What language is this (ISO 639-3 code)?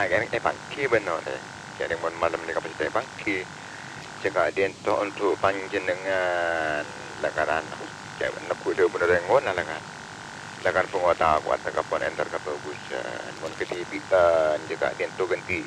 mad